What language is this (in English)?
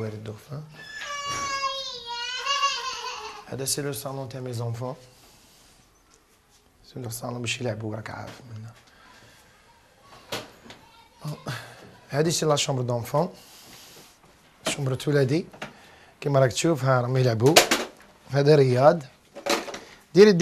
Algerian Arabic